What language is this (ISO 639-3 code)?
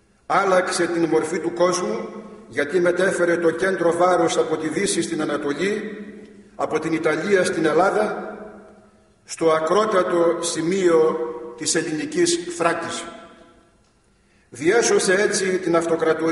ell